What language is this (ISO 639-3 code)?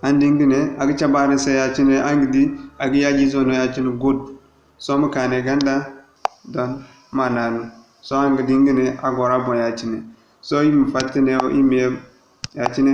dje